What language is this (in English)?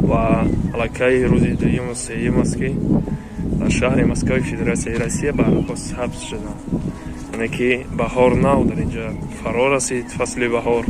Tajik